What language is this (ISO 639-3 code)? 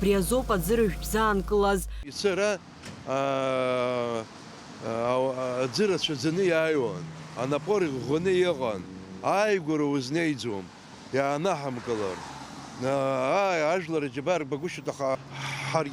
abk